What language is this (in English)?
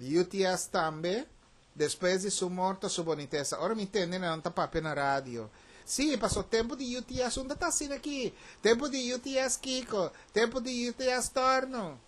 Papiamento